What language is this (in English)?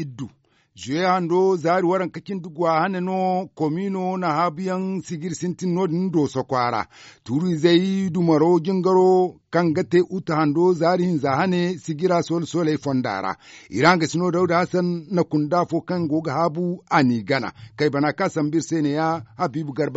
Zarma